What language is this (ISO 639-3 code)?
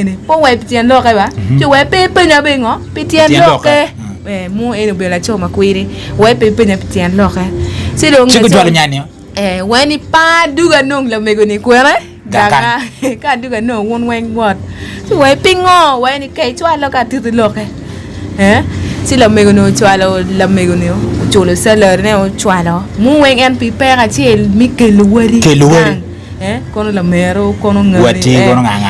ach